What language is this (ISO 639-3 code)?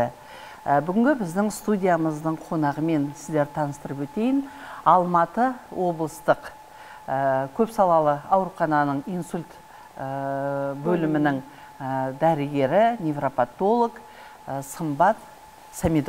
kaz